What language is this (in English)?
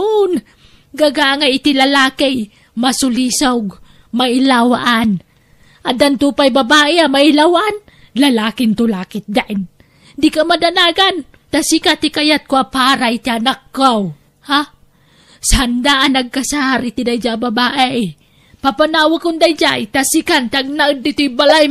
Iloko